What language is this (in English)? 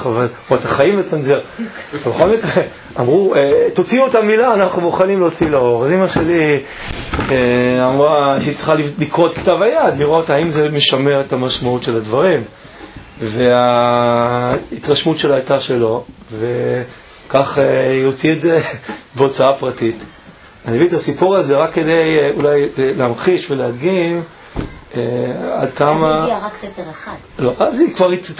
Hebrew